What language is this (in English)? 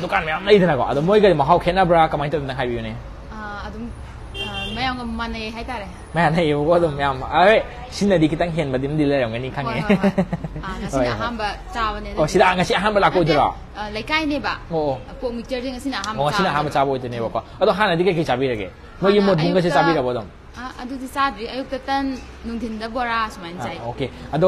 Manipuri